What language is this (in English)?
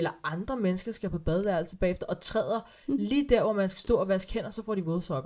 Danish